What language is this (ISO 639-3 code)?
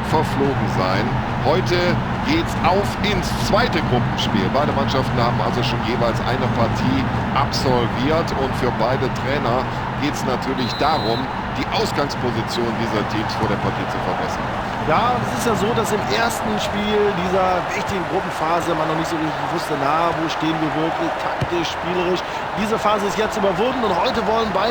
bar